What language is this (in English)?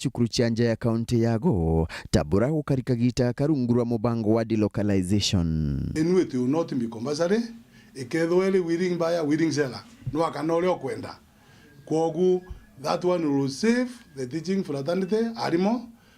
Meru